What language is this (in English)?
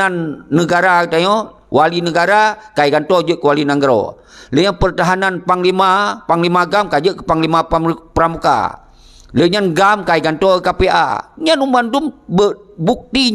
Achinese